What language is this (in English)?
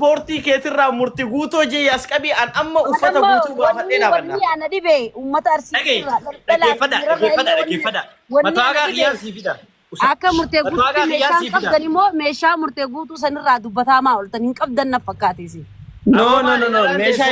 Oromo